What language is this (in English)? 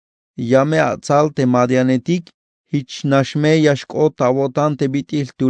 Tzeltal